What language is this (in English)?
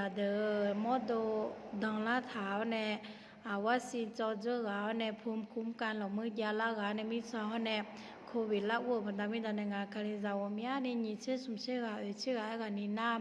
Akha